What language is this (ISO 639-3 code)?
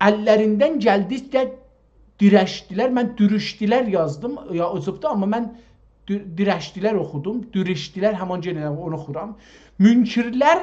azb